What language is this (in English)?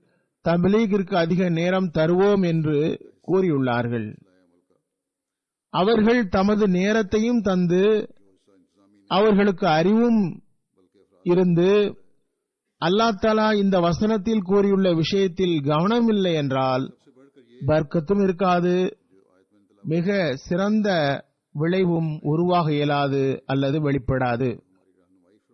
Tamil